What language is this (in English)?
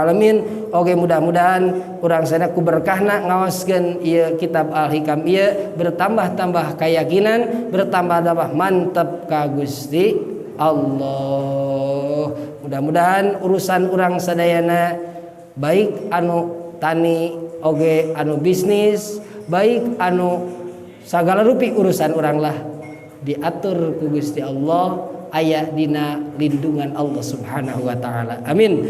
Sundanese